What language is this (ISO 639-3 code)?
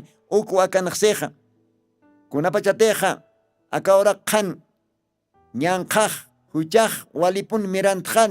aym